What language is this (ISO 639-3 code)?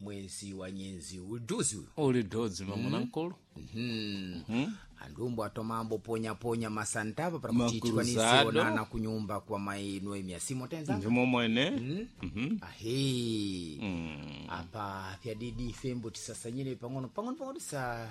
seh